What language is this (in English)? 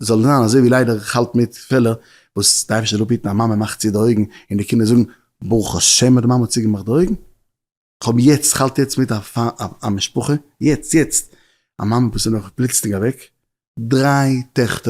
Yiddish